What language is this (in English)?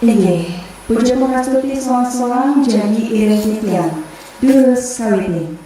Balinese